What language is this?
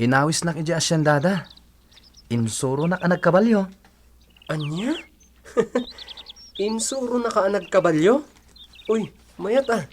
Iloko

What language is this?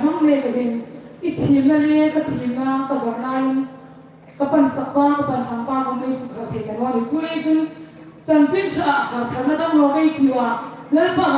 Hmar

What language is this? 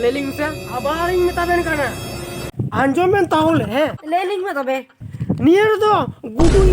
Santali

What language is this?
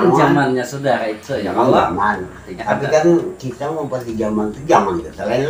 Banjar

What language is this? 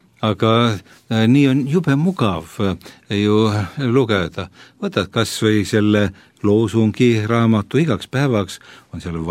Estonian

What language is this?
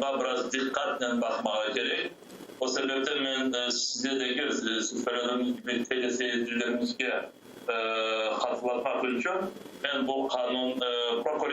Crimean Tatar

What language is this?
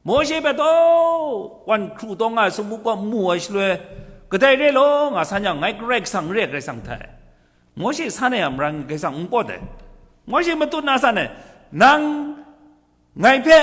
Kachin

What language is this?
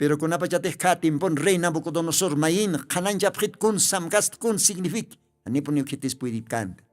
Aymara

